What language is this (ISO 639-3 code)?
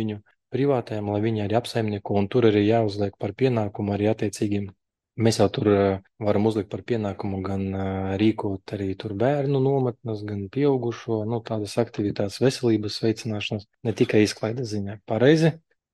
lav